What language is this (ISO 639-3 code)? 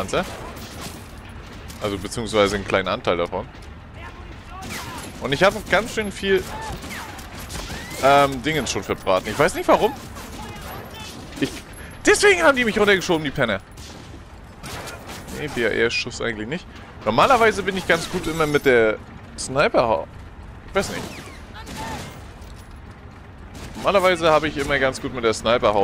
deu